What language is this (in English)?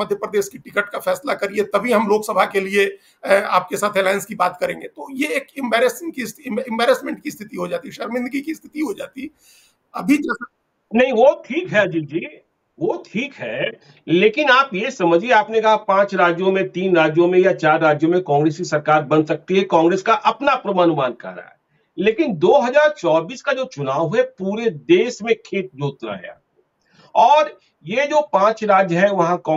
Hindi